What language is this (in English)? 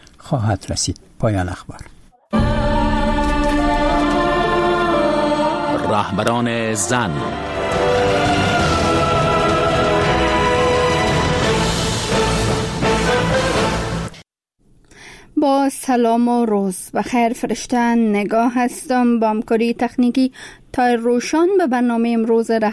Persian